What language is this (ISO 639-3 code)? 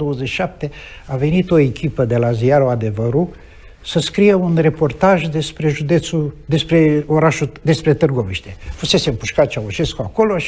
ron